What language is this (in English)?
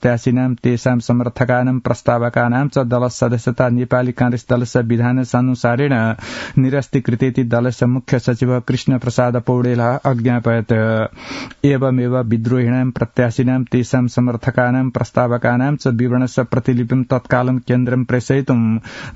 Sanskrit